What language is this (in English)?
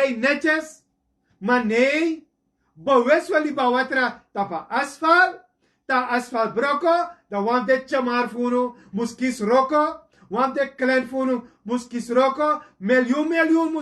Sranan Tongo